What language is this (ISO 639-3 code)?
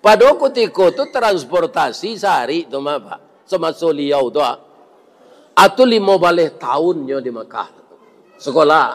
min